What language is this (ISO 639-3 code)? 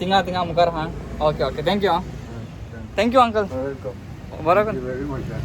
kok